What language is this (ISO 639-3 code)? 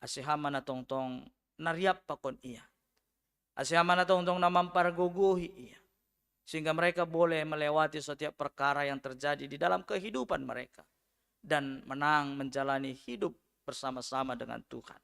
bts